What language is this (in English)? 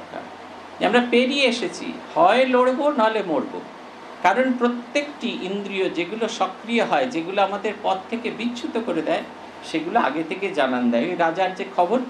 Bangla